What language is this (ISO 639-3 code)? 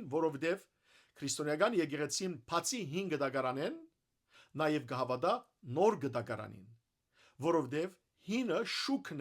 hyw